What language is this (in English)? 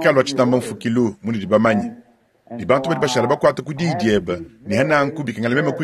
Luba-Lulua